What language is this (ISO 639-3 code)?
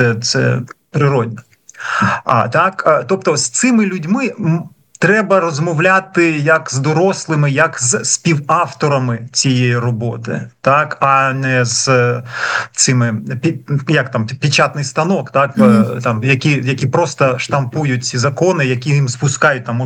ukr